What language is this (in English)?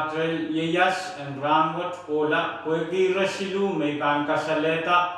Pohnpeian